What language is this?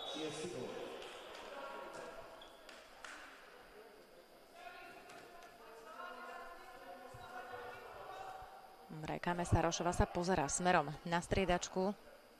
Slovak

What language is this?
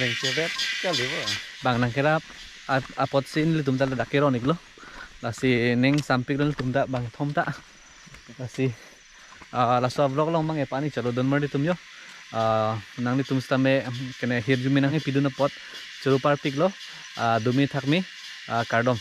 Karbi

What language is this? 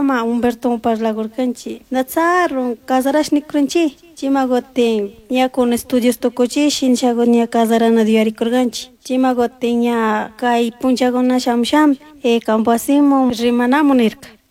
Chimborazo Highland Quichua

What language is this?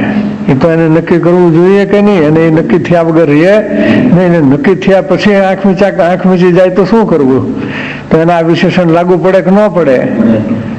Gujarati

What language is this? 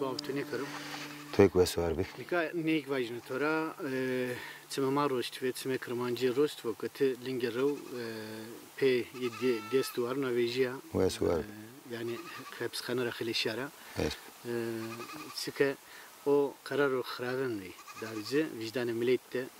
Zaza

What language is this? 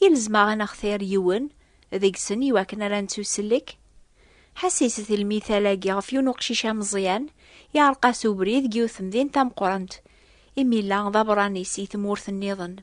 Kabyle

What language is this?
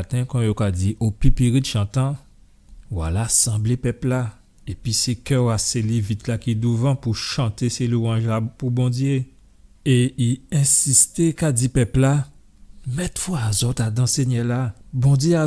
Guadeloupean Creole French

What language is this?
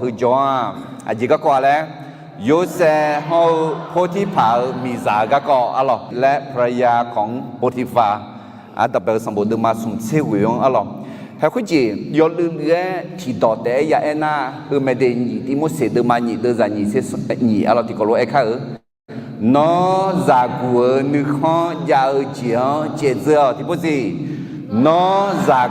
Akha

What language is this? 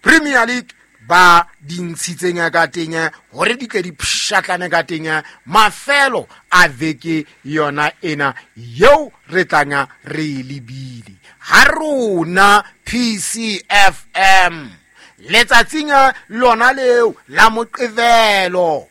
Southern Sotho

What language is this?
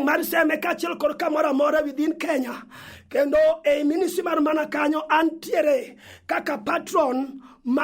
Luo (Kenya and Tanzania)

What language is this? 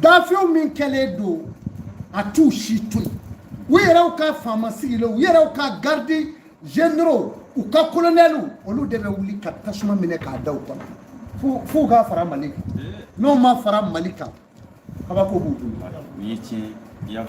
Bambara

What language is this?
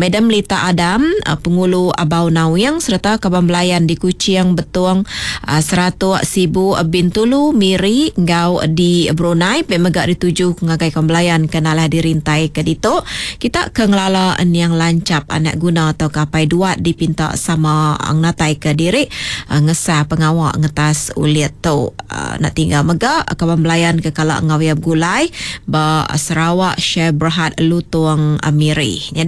Iban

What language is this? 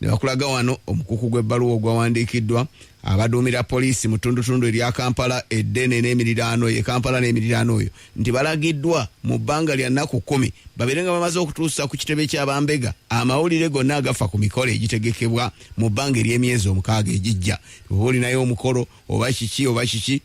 Ganda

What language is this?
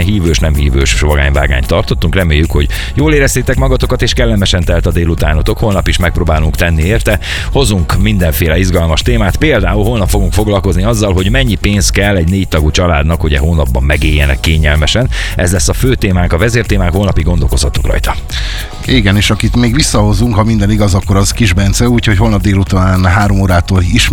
Hungarian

